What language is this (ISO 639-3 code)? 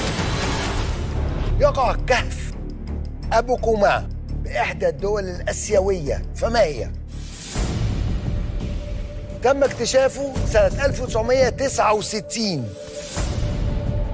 arz